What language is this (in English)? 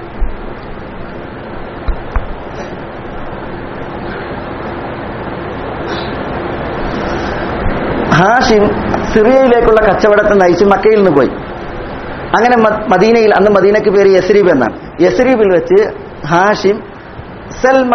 Malayalam